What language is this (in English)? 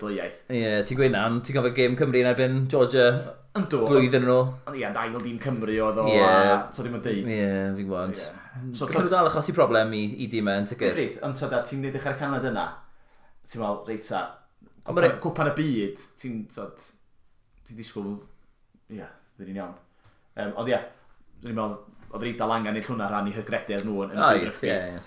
Welsh